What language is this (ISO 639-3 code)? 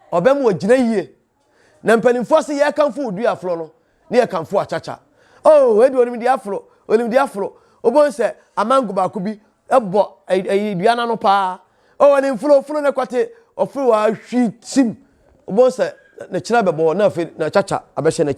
aka